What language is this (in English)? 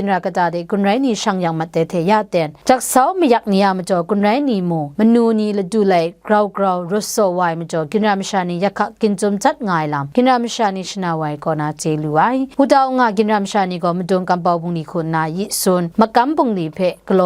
Kachin